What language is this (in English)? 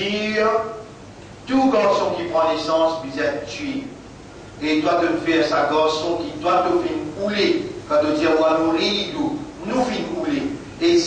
Morisyen